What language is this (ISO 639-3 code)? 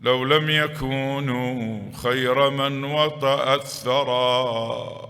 acm